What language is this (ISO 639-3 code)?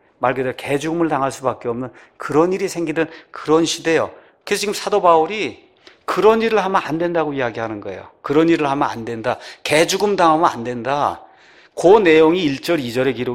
kor